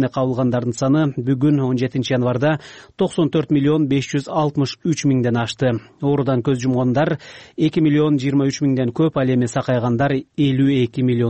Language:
Kyrgyz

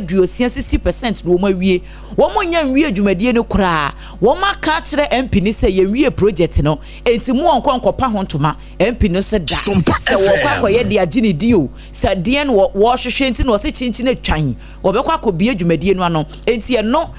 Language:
Akan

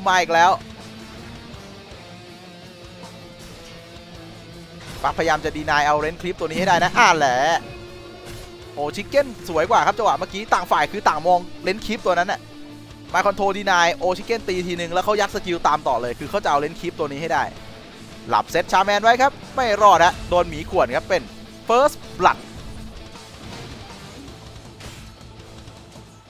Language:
Thai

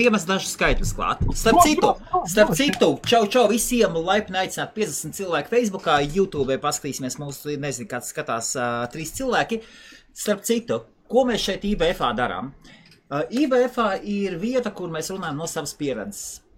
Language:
Latvian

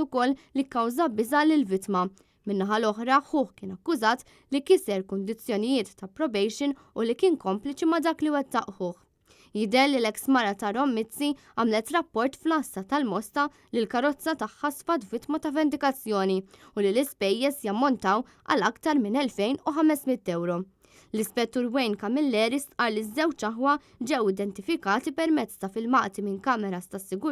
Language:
Maltese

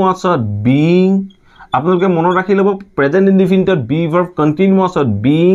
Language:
Assamese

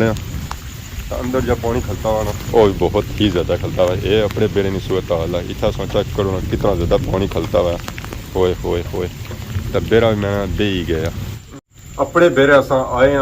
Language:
Pahari-Potwari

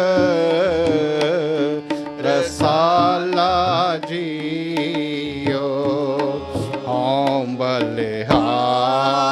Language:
Punjabi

